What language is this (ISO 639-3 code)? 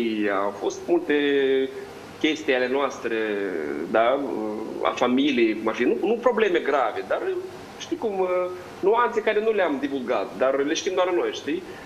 ron